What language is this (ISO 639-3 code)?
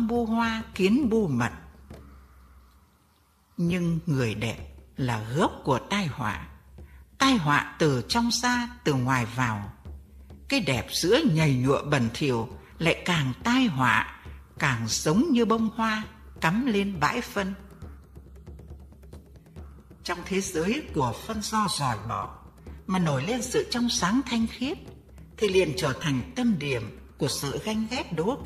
vie